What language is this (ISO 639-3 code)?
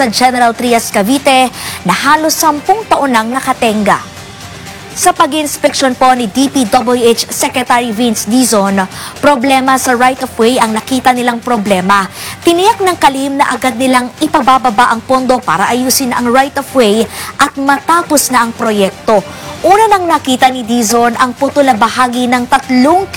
fil